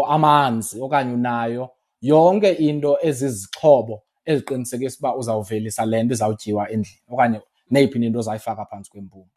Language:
Xhosa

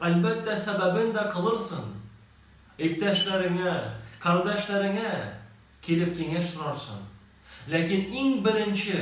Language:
Tatar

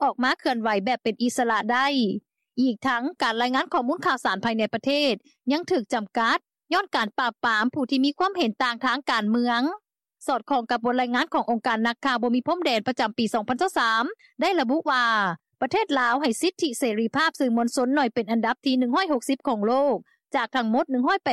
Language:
Lao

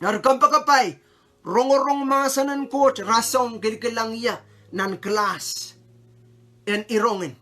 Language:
Pohnpeian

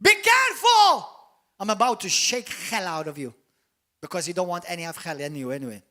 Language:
English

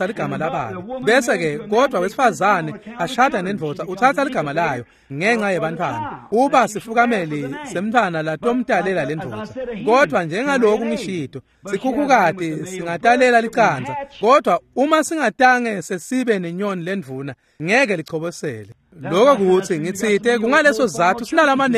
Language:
Swati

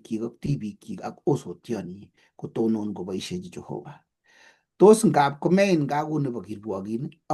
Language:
Kalenjin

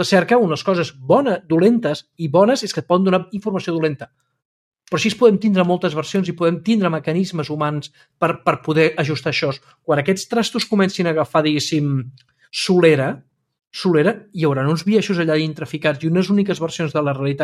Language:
Catalan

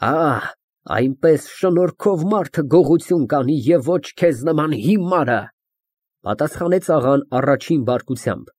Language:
Armenian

